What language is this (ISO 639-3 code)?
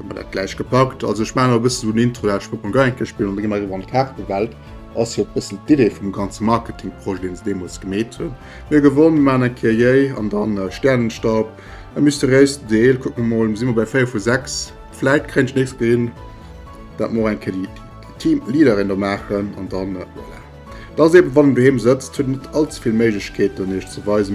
ltz